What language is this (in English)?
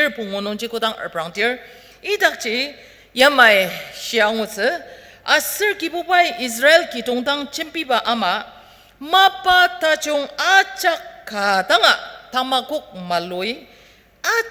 Ao Naga